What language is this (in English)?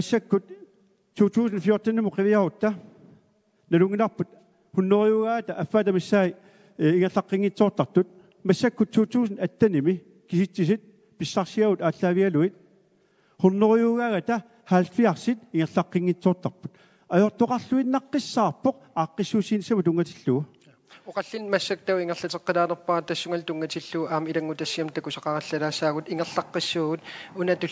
Kalaallisut